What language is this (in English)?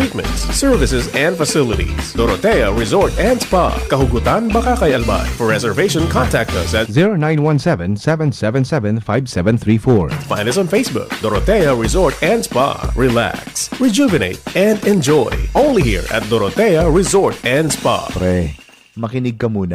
Bikol